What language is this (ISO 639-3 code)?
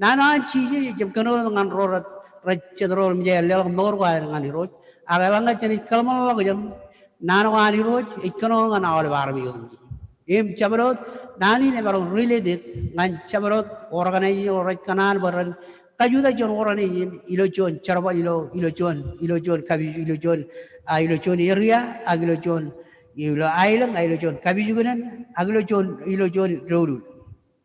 mah